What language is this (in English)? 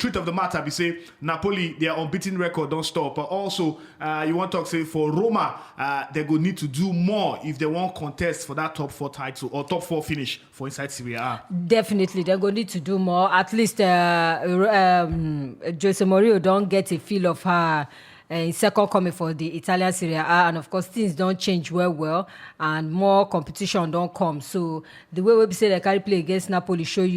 Nigerian Pidgin